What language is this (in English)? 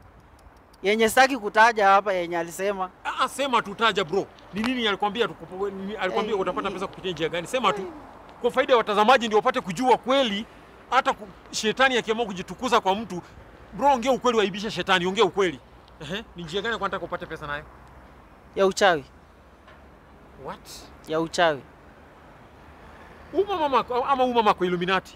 Swahili